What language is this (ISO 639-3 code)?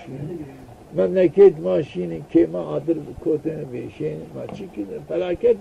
zza